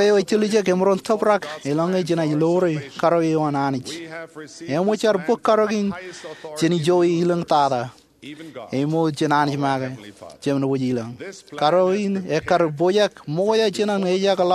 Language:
Marshallese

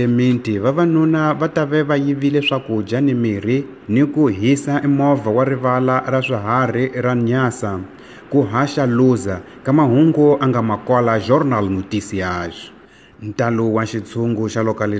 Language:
Tsonga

